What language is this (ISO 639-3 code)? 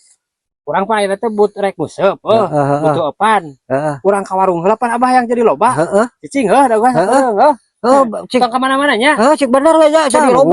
sun